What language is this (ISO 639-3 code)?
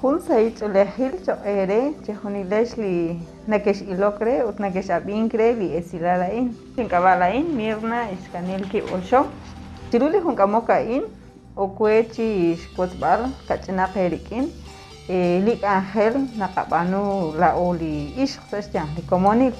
kek